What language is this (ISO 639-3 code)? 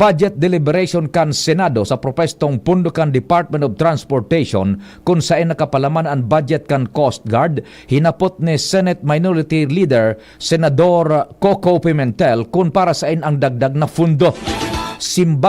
bik